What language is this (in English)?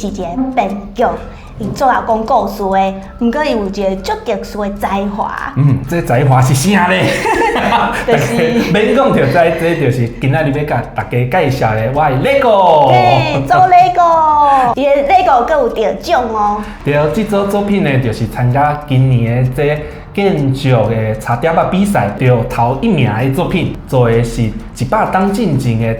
Min Nan Chinese